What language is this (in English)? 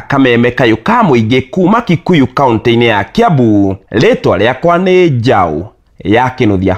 Kikuyu